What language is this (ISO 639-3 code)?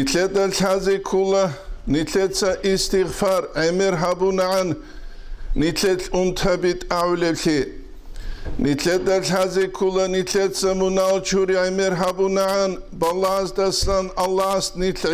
ava